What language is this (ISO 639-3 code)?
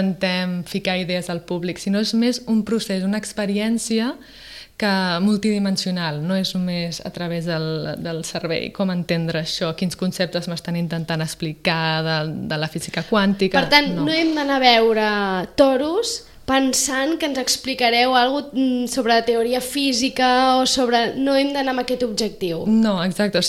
cat